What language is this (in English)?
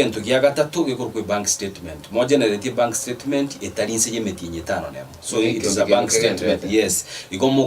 Gusii